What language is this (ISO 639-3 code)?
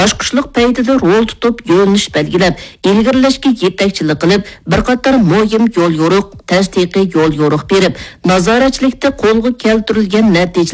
uig